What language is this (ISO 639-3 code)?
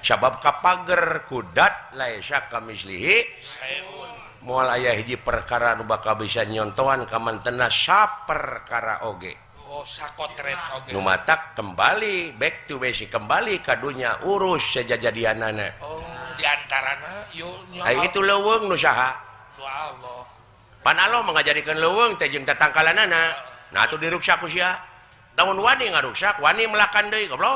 sun